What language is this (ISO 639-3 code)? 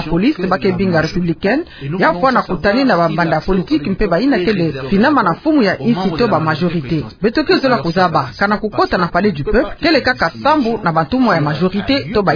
ktu